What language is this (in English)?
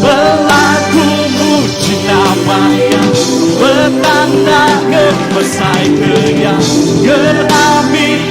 Iban